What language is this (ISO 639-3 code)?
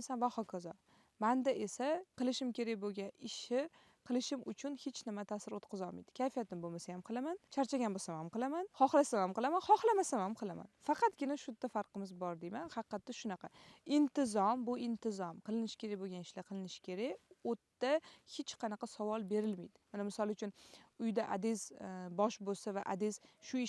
uzb